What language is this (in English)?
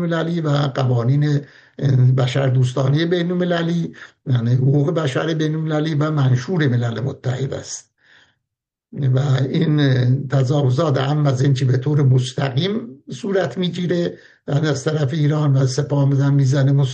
Persian